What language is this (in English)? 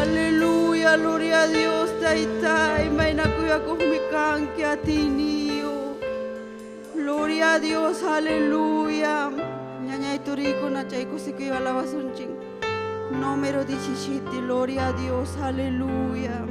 Ayacucho Quechua